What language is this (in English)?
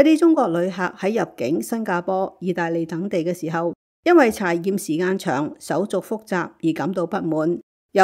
Cantonese